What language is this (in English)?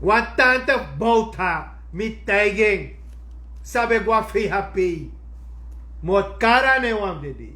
Sranan Tongo